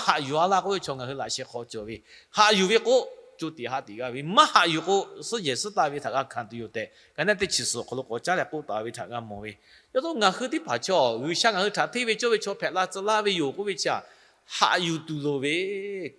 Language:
Lahu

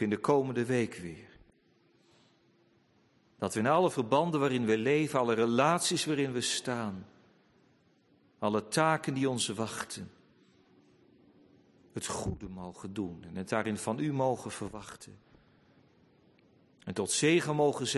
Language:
Dutch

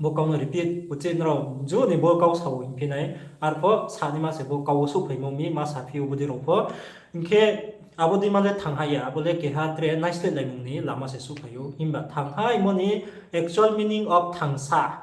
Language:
Riang (India)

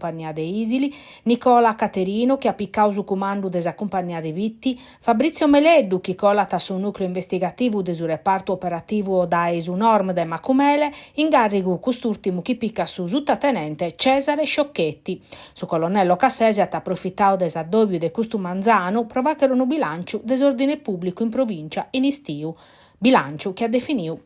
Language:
Sardinian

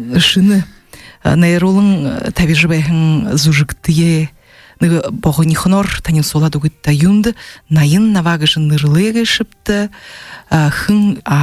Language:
Buriat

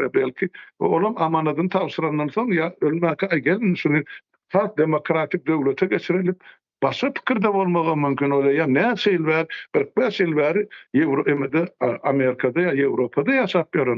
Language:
Turkmen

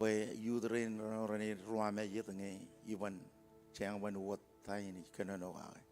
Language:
Marshallese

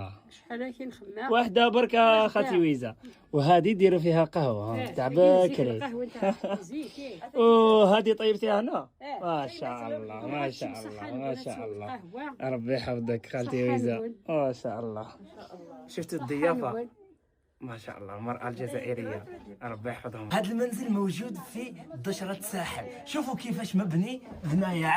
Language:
Algerian Arabic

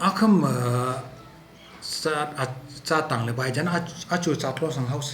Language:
Tangkhul Naga (India)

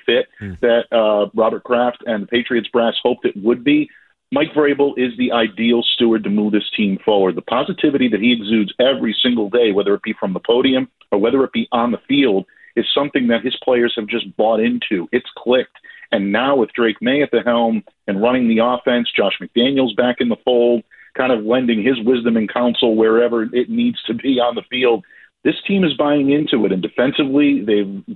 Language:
English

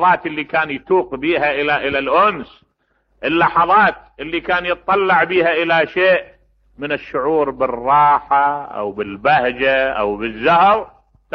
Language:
Mesopotamian Arabic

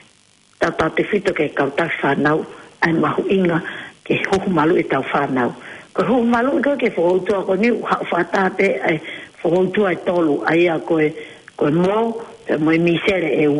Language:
Tongan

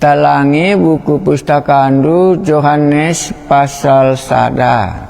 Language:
Batak Karo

